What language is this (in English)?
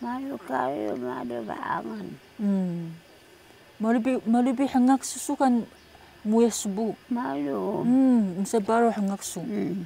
Taroko